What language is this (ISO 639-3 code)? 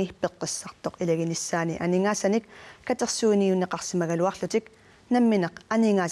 kal